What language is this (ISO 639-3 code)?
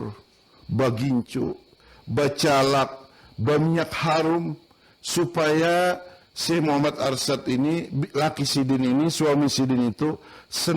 bjn